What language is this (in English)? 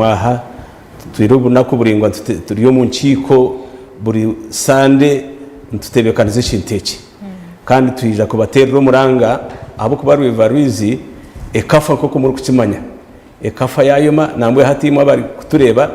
Nyankole